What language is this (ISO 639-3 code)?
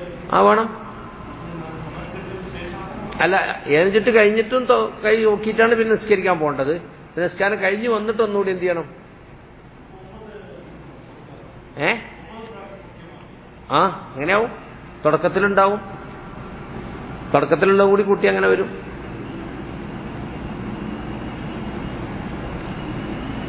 mal